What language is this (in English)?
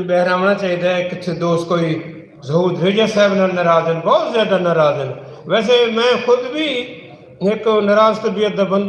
Saraiki